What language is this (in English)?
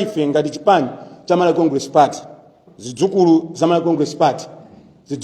Nyanja